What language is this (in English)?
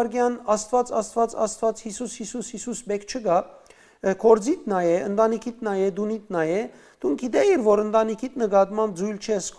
Western Armenian